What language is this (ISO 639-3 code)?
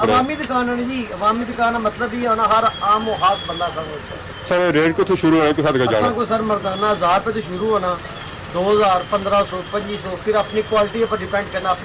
phr